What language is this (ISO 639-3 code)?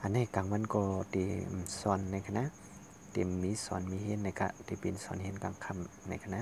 shn